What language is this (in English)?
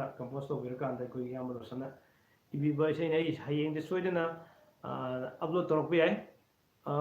Manipuri